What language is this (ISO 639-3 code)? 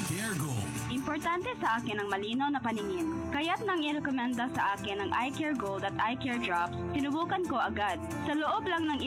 fil